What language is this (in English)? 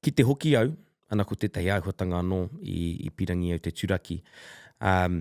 Māori